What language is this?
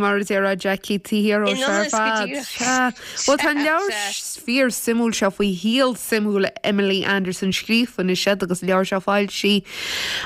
Irish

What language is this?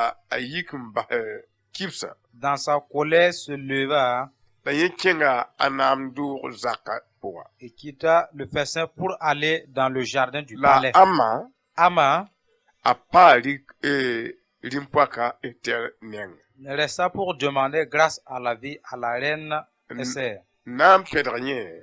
Mossi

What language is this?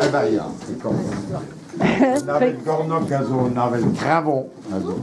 Breton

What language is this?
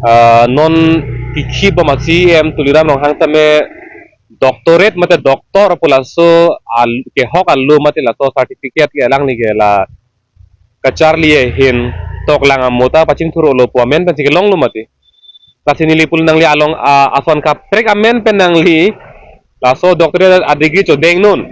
Karbi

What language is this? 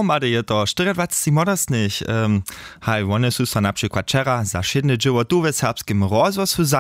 Upper Sorbian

